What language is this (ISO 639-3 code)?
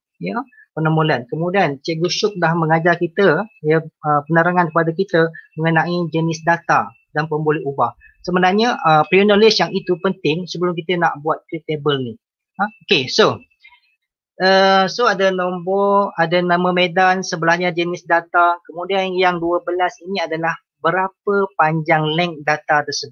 msa